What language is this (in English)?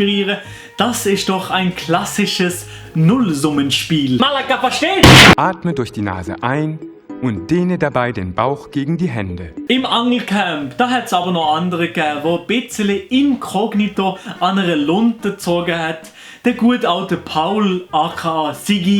Swiss German